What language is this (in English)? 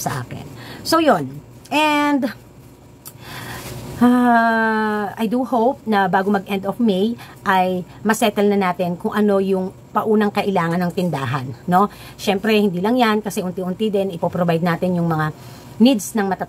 Filipino